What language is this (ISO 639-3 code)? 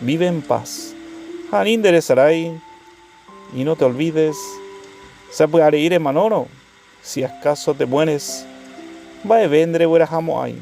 grn